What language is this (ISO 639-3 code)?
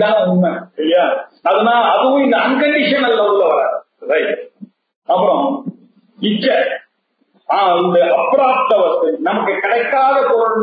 tam